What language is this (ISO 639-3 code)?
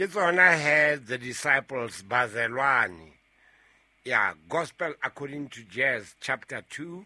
sot